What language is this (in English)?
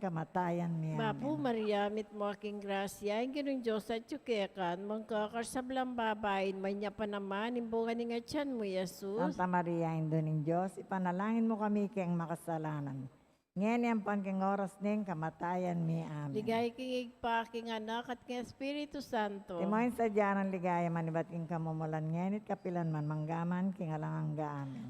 Pampanga